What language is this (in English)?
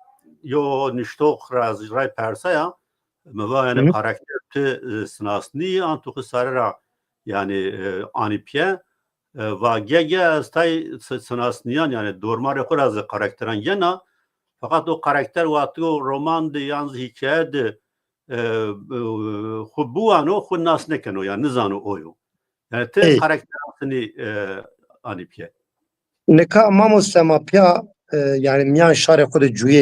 Zaza